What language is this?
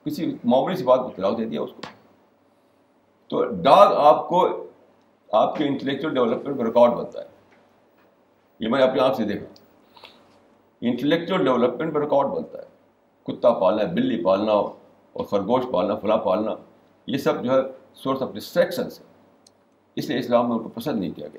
Urdu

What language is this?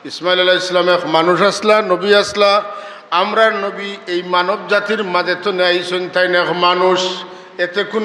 Sylheti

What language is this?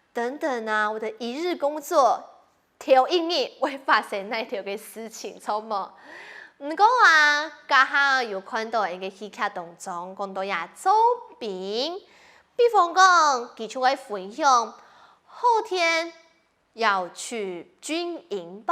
Hakka Chinese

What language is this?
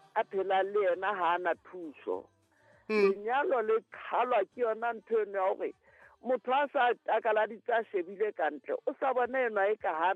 Southern Sotho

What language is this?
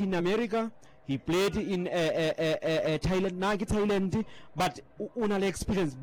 Southern Sotho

